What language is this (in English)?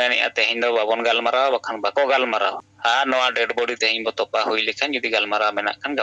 Santali